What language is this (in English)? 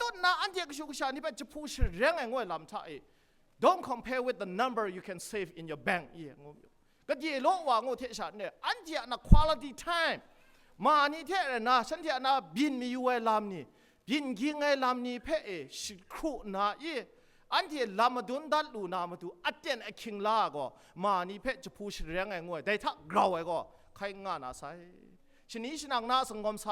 Kachin